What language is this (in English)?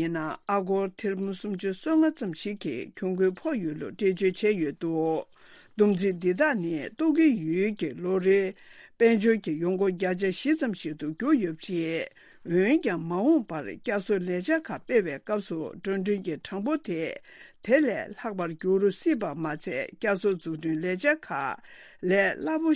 Tibetan